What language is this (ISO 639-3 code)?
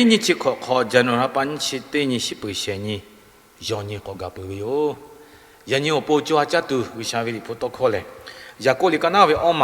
lhu